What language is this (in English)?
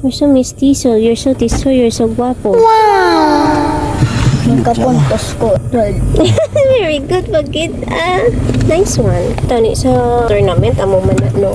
Hiligaynon